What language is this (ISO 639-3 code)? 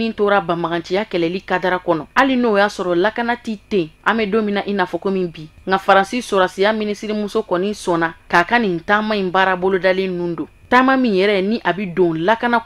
bam